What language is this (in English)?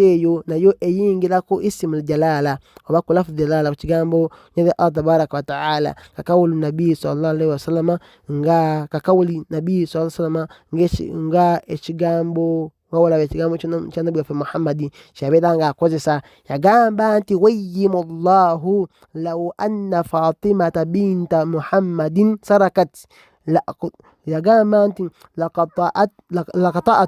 Ganda